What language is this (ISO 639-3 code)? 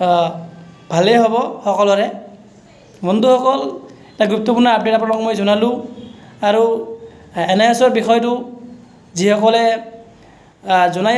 asm